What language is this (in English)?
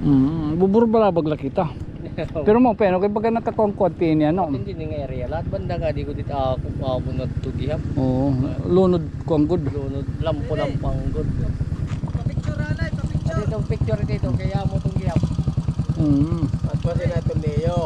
Waray